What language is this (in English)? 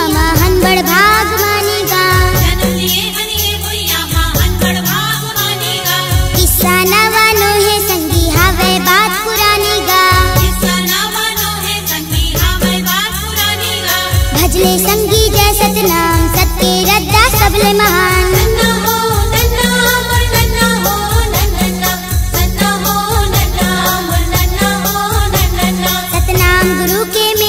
Chhattisgarhi